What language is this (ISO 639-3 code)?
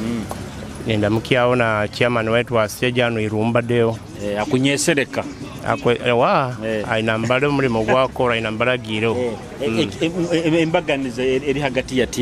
nyo